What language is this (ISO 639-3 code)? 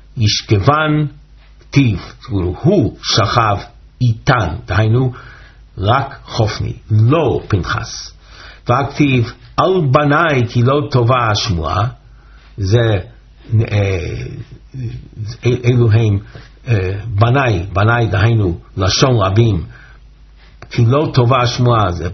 heb